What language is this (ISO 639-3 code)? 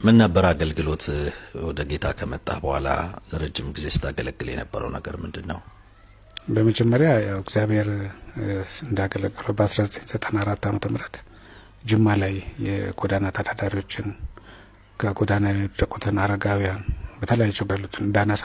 amh